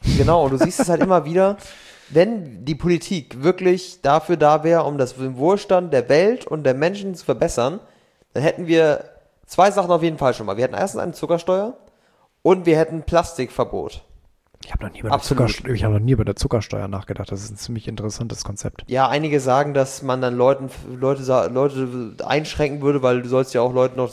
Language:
German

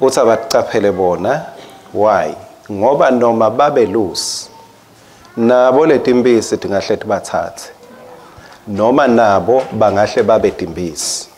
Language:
Swati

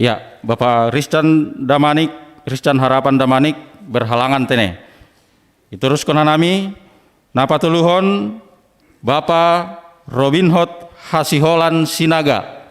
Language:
Batak Simalungun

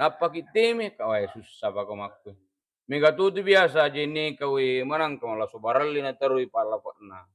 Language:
Buginese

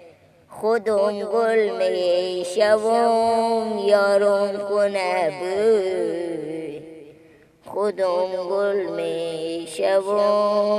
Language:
Persian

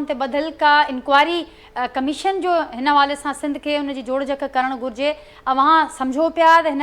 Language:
Sindhi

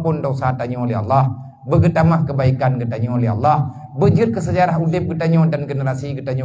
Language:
Achinese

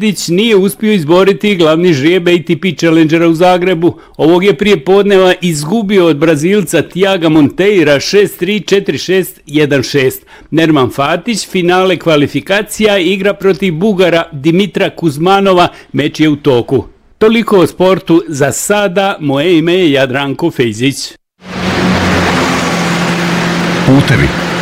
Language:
Bosnian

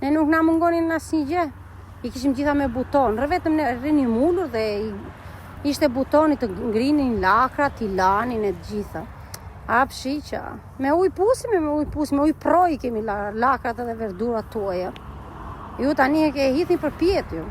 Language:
Albanian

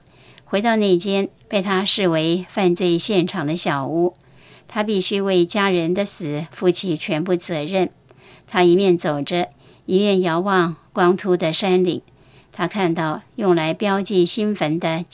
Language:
Chinese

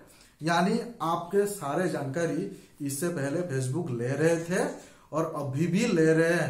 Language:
Hindi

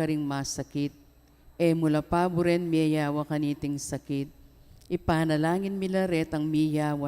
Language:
Pampanga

